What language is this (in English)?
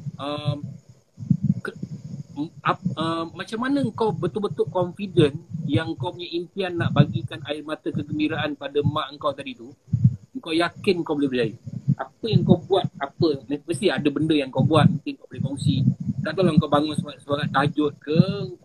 Malay